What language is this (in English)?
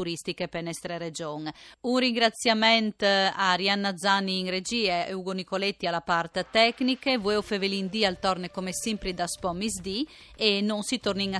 Friulian